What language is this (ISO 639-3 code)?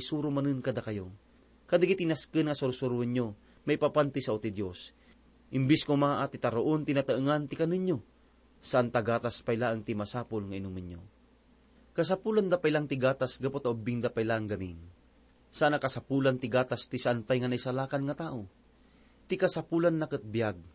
ilo